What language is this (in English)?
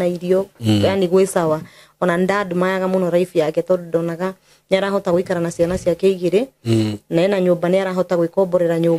Kikuyu